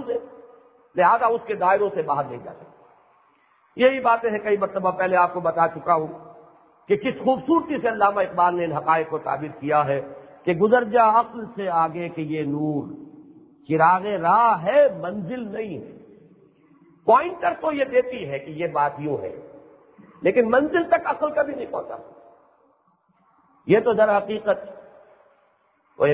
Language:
Urdu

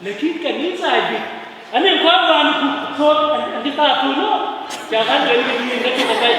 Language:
Dinka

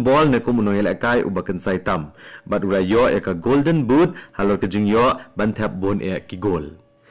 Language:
Khasi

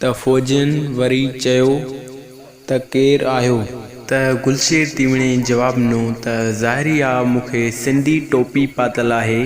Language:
Sindhi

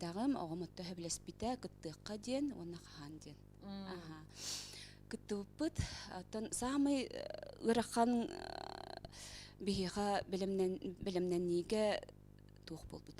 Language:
Yakut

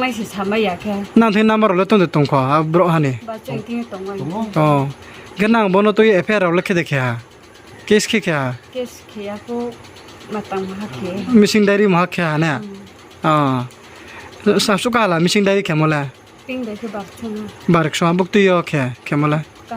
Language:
Riang (India)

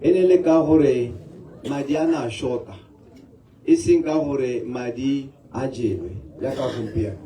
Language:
Tswana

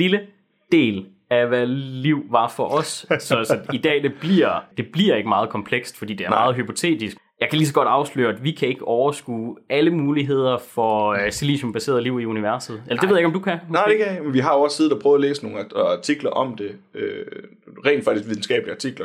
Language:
Danish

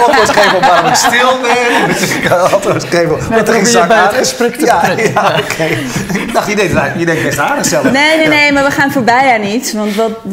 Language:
Dutch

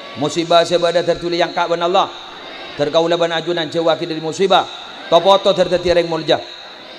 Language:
Madurese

